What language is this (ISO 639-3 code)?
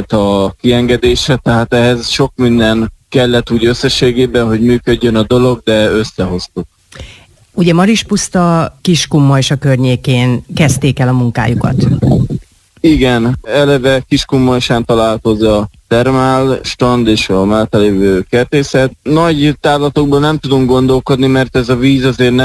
hun